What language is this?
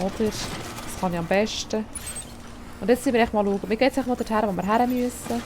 Swiss German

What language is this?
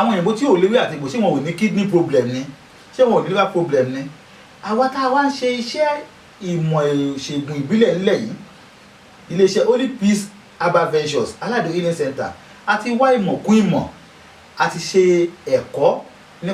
Yoruba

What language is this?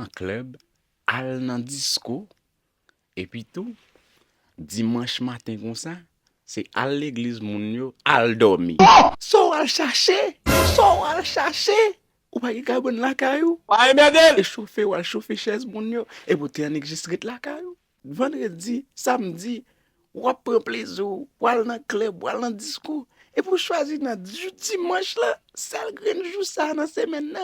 Haitian Creole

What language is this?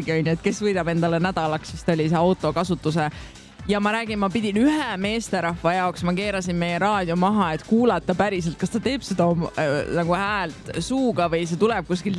Estonian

